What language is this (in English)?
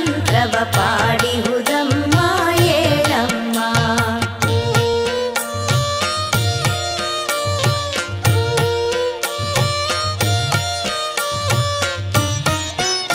Kannada